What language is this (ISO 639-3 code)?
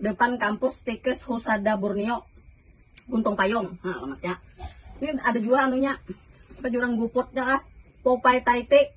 bjn